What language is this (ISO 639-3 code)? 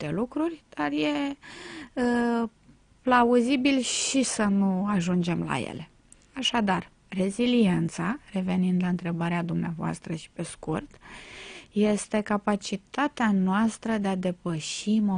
ron